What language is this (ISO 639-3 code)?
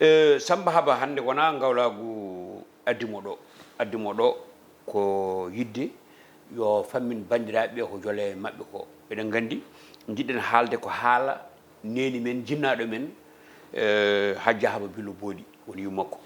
ful